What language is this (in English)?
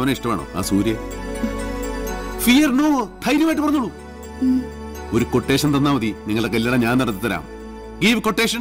Malayalam